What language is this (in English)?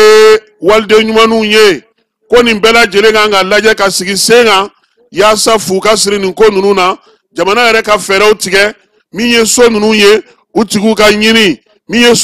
Bambara